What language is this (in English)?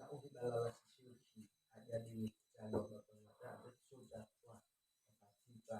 Nias